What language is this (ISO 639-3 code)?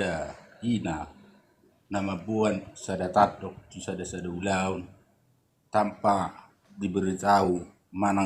bbc